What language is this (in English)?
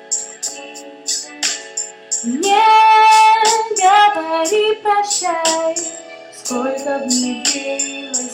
Russian